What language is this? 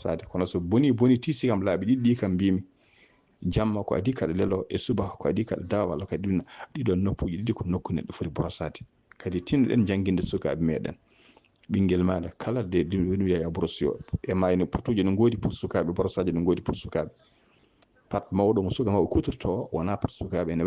Fula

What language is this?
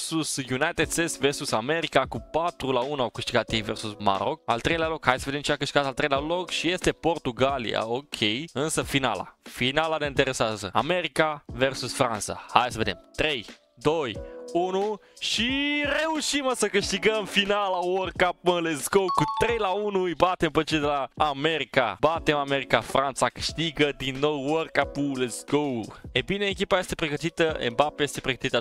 Romanian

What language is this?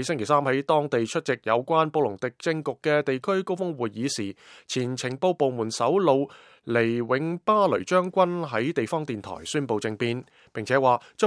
Cantonese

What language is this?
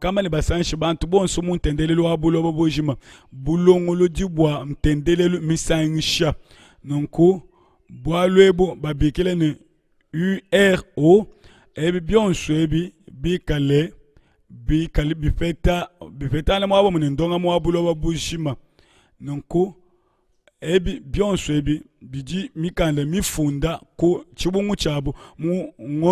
Luba-Lulua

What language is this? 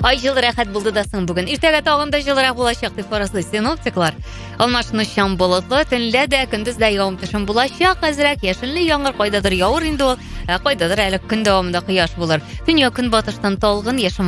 Tatar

